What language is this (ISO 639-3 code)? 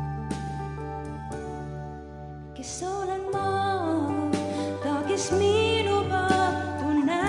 est